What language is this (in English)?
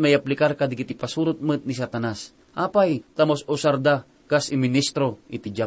Iloko